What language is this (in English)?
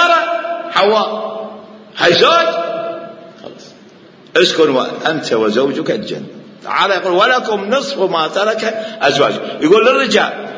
Mesopotamian Arabic